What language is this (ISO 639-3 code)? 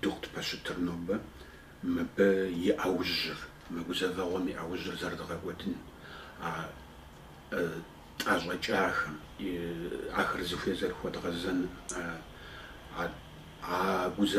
kbd